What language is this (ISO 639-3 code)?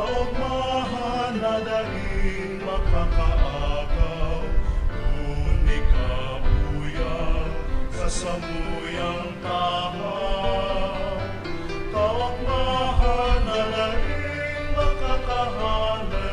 bik